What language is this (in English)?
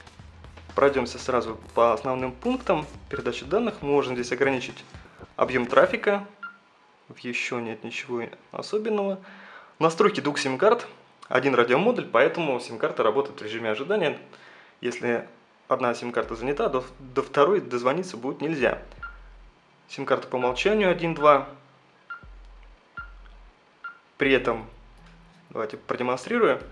Russian